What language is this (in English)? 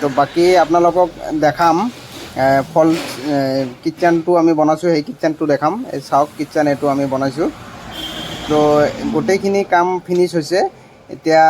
Assamese